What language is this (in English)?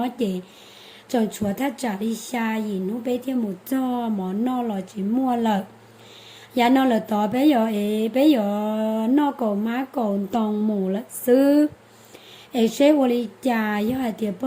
Hmong